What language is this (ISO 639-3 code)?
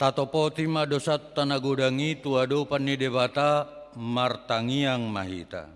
bbc